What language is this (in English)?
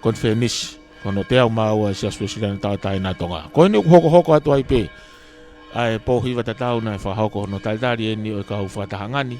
Tongan